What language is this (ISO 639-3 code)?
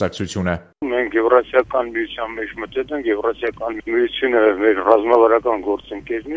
hye